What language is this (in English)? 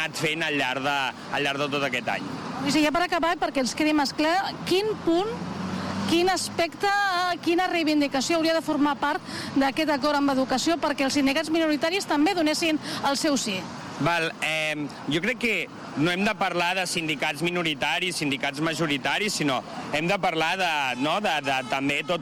Catalan